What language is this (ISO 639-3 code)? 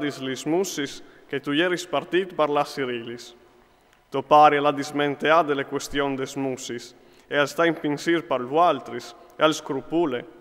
fur